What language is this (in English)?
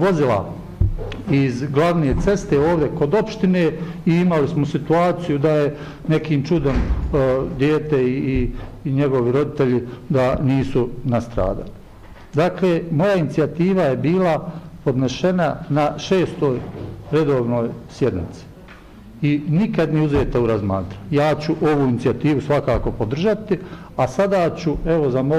Bosnian